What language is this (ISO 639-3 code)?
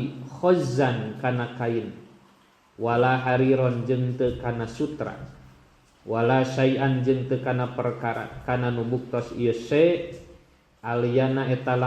sun